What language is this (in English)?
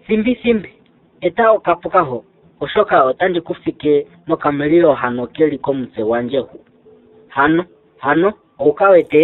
Ndonga